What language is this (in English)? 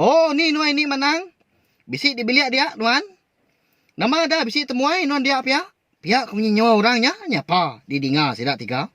Iban